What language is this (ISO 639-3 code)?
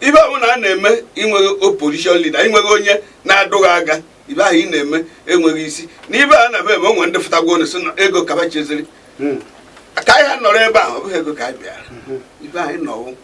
ibo